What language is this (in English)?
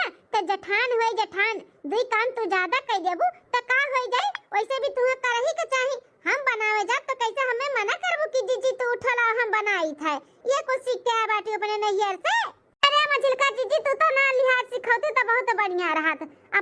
Awadhi